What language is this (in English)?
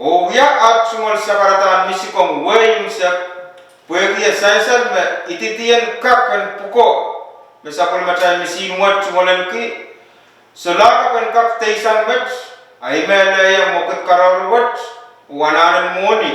Pohnpeian